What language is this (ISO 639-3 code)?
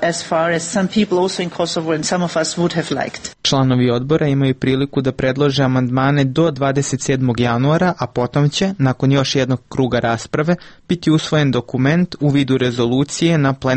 srp